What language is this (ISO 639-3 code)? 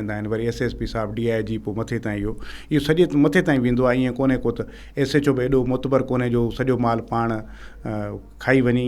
snd